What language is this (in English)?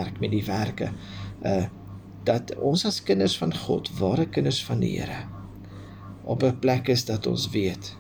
Afrikaans